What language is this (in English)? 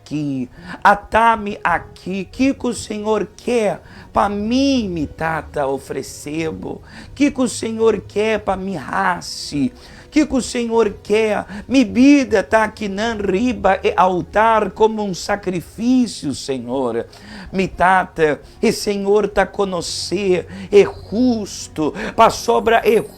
Papiamento